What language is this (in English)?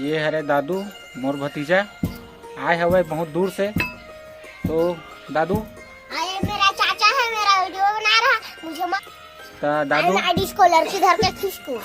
Chhattisgarhi